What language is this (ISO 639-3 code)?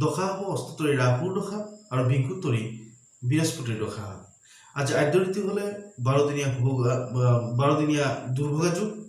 asm